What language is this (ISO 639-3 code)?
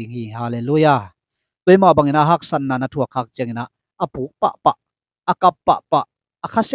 ctd